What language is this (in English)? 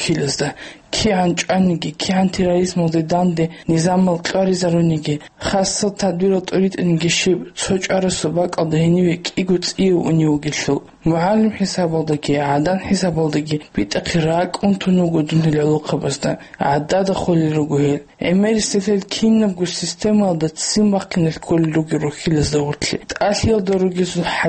Avaric